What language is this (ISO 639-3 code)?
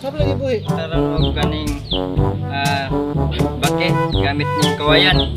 ceb